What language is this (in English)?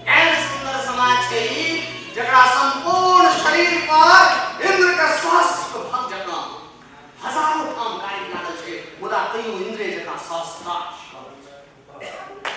Maithili